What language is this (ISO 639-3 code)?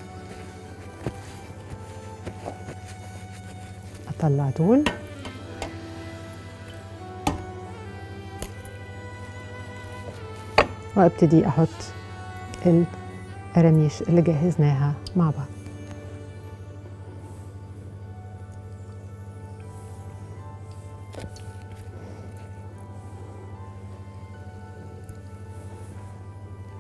arz